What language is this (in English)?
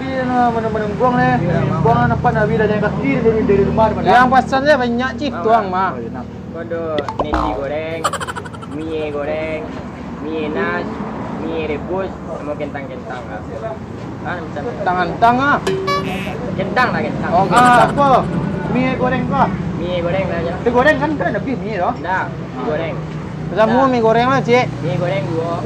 Minangkabau